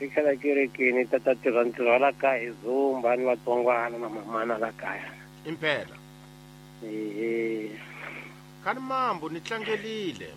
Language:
Tsonga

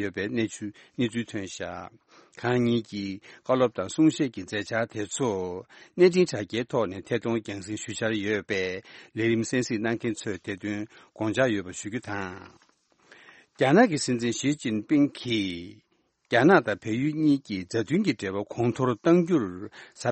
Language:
Tibetan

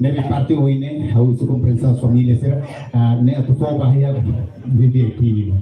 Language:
Tetum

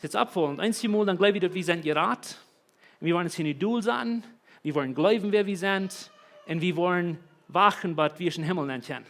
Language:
Plautdietsch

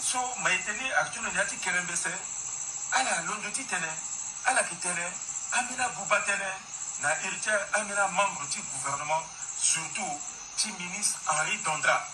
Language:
Sango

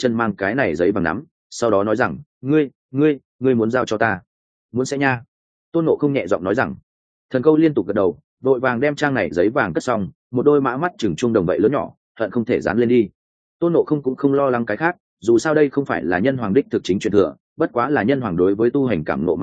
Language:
Vietnamese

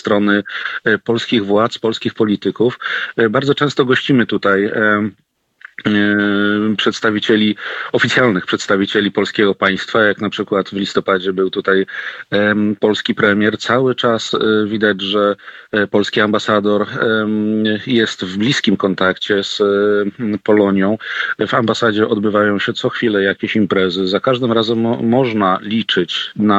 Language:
Polish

